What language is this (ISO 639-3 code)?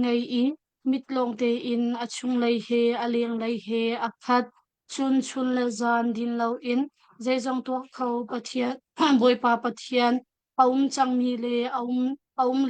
cnh